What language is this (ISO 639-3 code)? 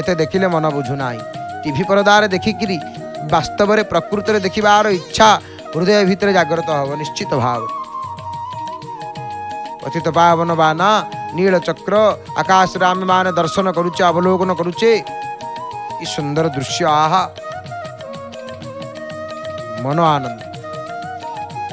ori